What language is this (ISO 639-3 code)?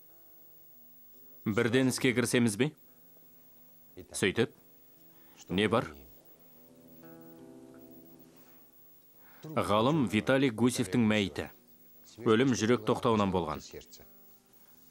kaz